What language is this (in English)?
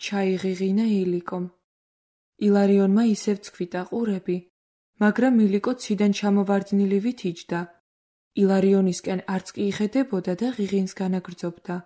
Georgian